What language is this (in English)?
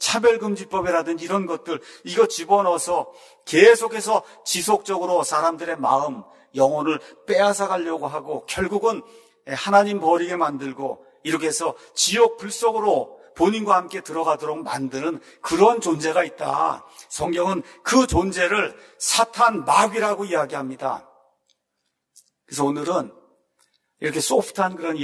Korean